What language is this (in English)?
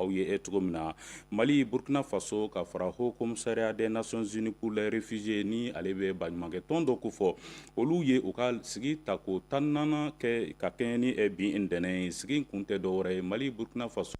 Bambara